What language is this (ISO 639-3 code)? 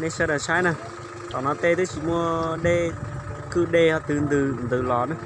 hmn